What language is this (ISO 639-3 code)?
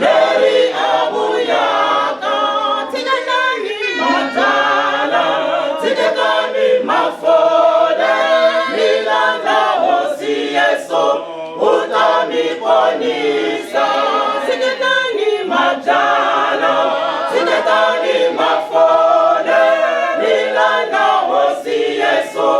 ven